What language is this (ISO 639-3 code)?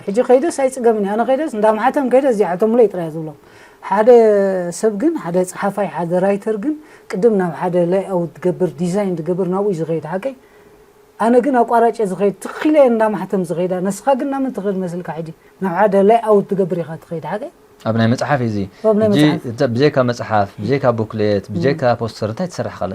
tir